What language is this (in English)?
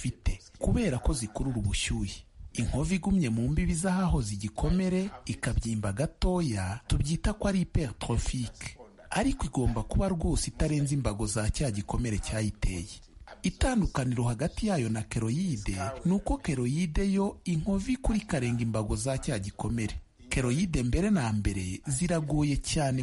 Kinyarwanda